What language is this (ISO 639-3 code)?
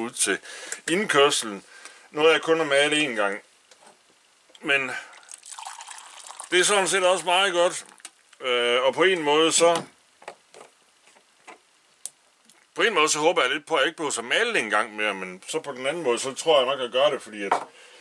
dan